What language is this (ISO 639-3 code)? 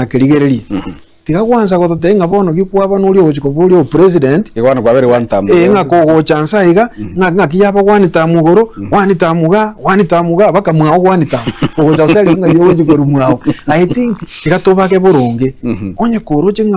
guz